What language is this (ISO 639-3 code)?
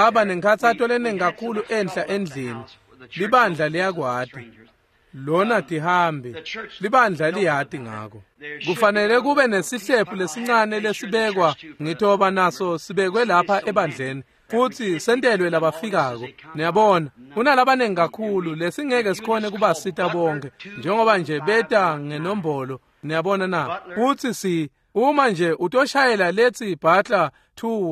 ssw